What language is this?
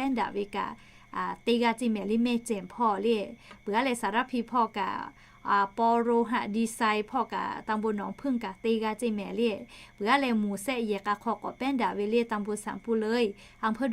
Lahu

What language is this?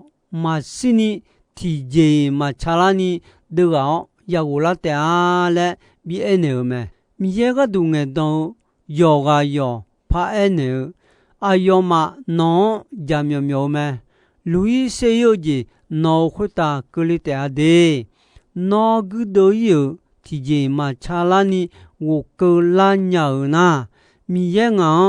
Akha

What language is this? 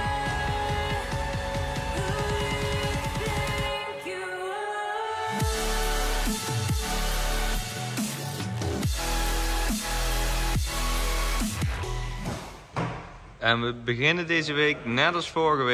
Dutch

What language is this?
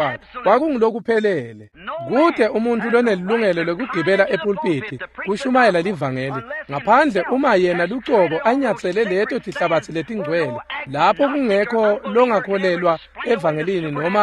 Swati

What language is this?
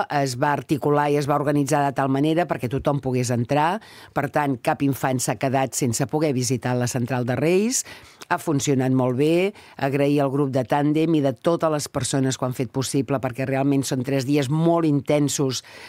Catalan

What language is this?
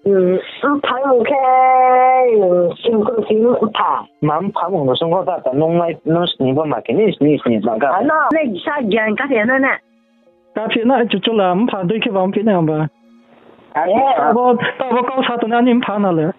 Riang (India)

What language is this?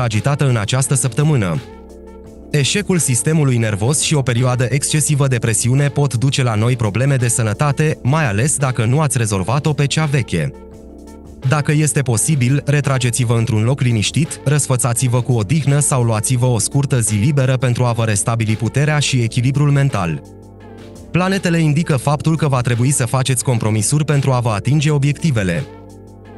Romanian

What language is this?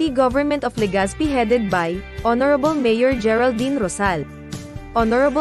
Bikol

